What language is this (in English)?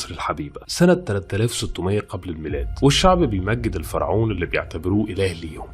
Egyptian Arabic